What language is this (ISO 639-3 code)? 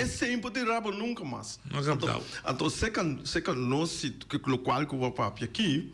pap